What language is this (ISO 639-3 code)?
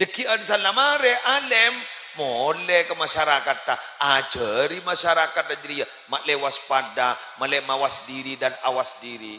mad